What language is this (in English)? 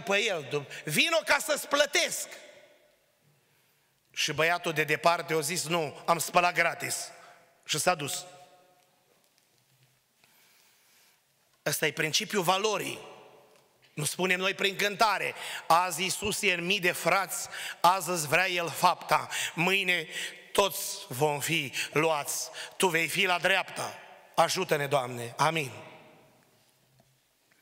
Romanian